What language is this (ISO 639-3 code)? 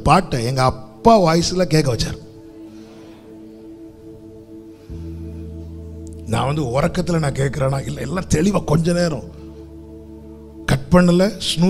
tam